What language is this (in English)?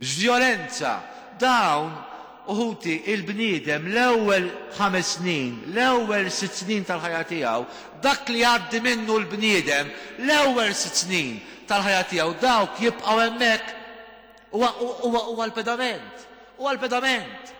Maltese